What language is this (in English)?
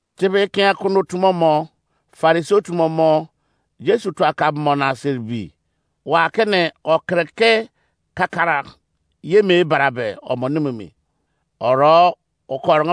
Izon